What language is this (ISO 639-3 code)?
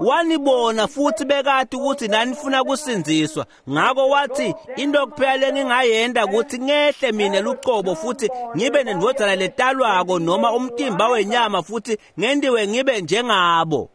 ssw